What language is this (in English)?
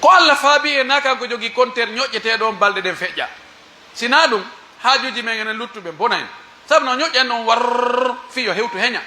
Pular